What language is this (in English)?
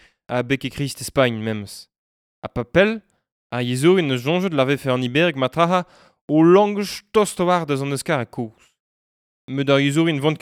Breton